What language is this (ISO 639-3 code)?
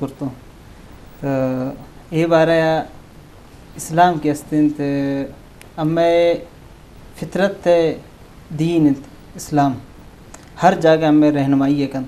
bgp